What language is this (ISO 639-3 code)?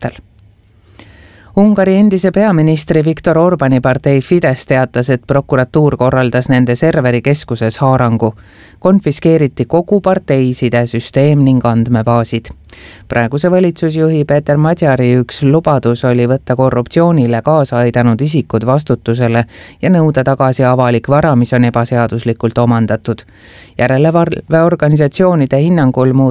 est